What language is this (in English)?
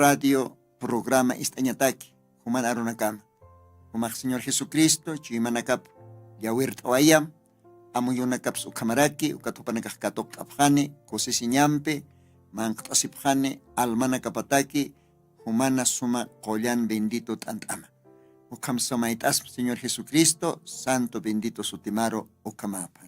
Aymara